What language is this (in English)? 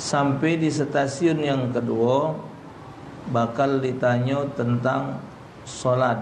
Musi